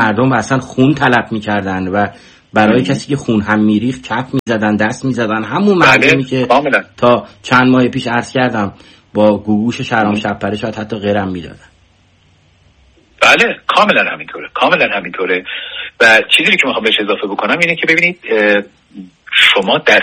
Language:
Persian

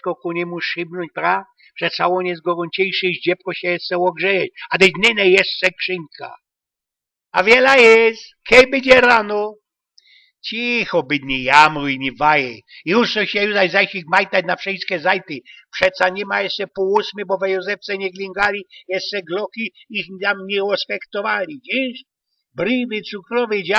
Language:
Silesian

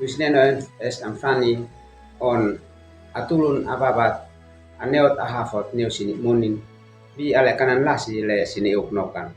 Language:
Uab Meto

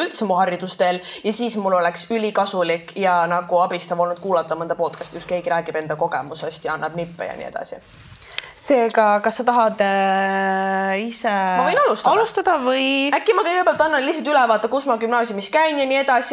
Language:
Estonian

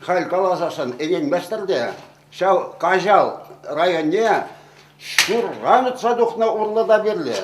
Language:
Chuvash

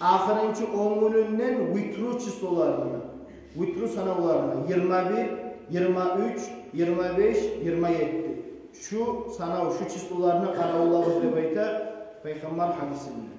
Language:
Kumyk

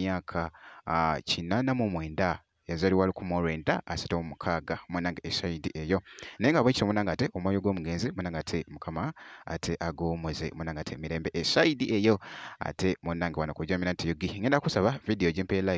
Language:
Ganda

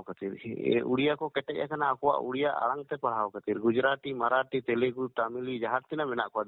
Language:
Santali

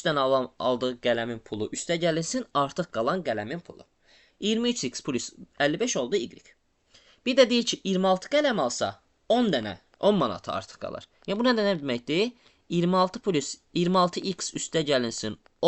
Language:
Azerbaijani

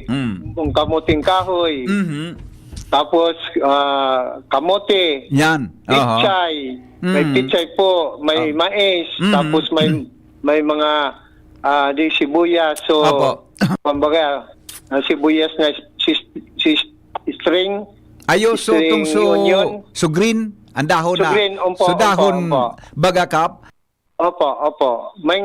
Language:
Bikol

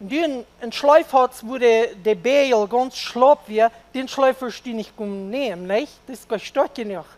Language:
Plautdietsch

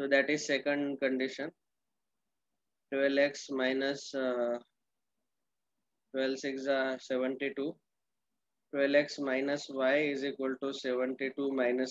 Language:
Hindi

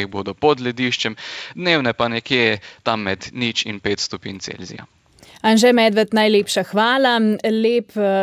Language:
Slovenian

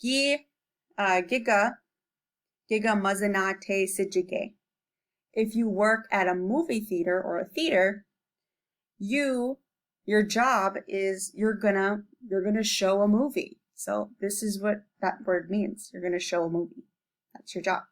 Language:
Chippewa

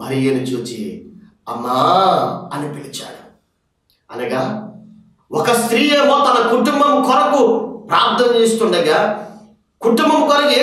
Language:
Telugu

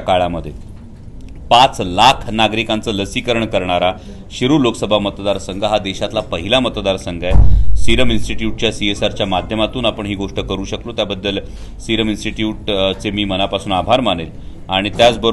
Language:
Marathi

